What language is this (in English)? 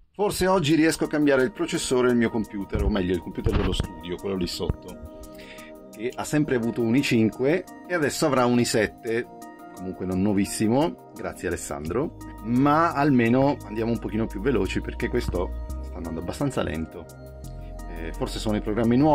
Italian